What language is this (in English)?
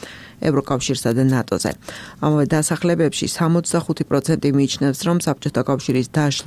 Georgian